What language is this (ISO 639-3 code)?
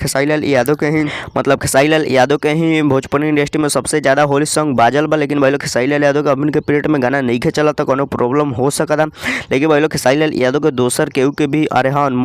bho